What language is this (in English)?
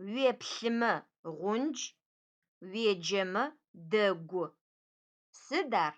Adyghe